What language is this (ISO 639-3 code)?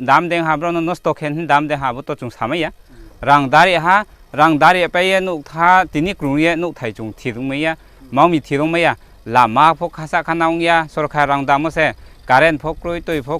ria